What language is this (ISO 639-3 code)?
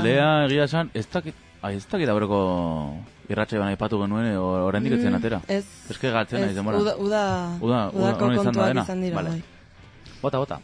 eus